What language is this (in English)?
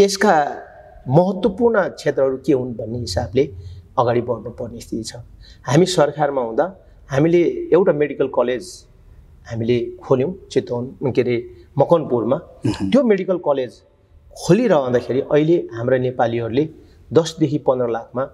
Nepali